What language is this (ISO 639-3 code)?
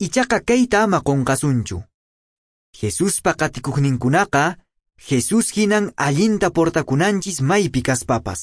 que